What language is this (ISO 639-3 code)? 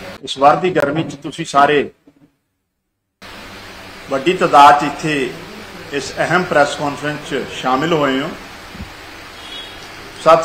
pan